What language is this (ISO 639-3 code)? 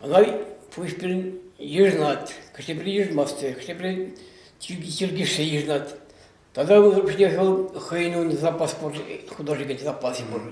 chv